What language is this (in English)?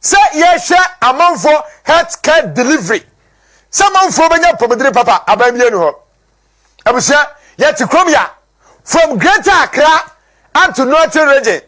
Akan